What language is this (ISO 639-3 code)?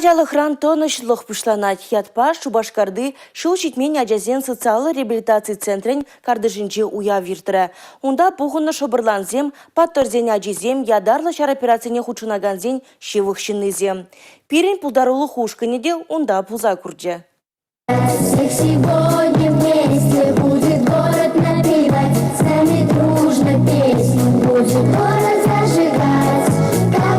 chv